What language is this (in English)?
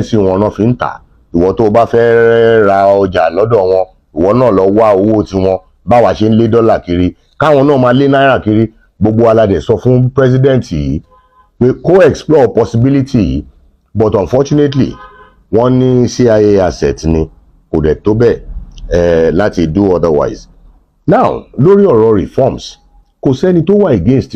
Yoruba